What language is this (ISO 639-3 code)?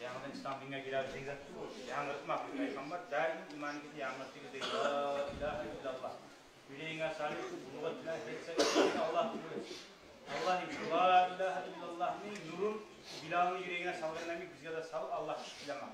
kum